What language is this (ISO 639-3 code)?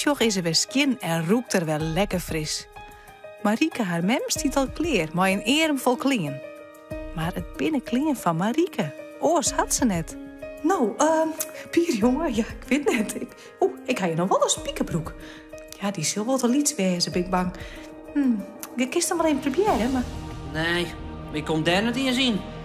fry